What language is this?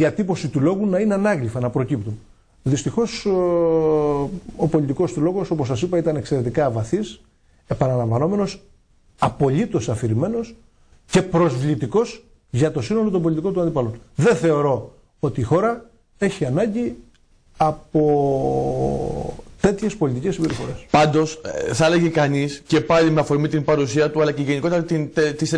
Greek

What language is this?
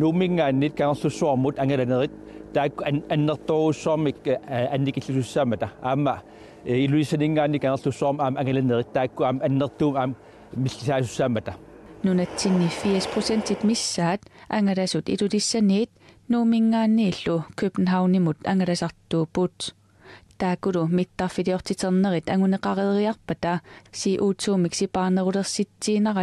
Kalaallisut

